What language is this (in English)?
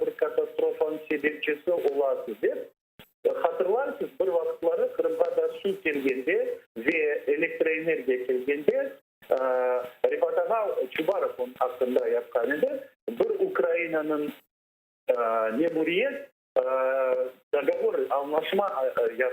Crimean Tatar